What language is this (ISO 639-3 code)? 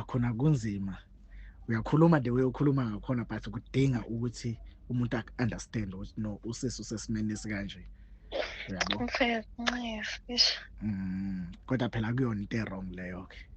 zul